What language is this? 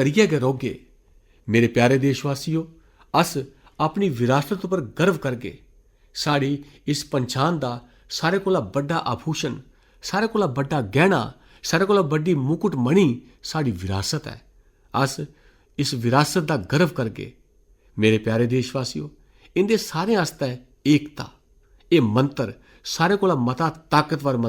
Dogri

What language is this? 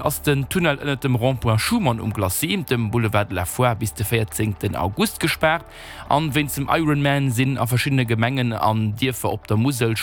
Luxembourgish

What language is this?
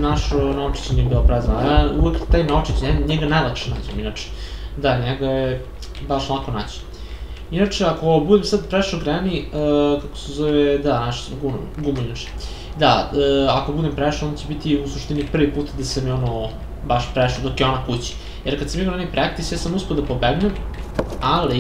Serbian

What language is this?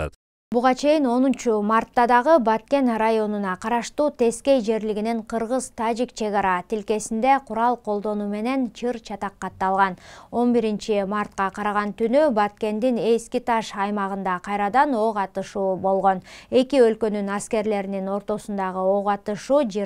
Kyrgyz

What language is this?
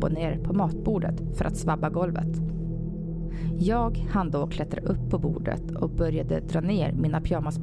Swedish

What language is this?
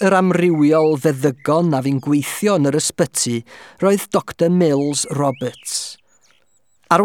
Welsh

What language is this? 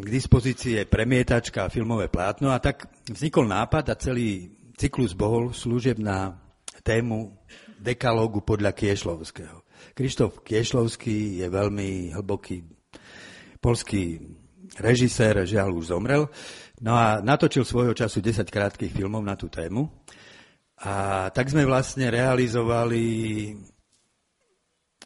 Slovak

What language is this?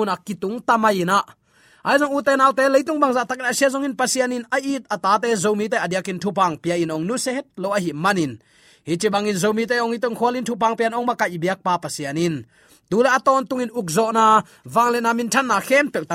Tedim Chin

